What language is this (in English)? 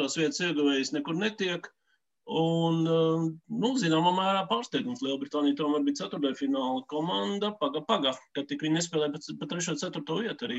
Latvian